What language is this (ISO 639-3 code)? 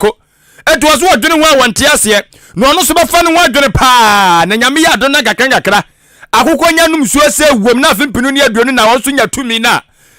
aka